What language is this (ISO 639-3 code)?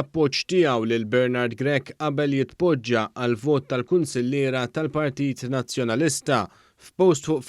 mlt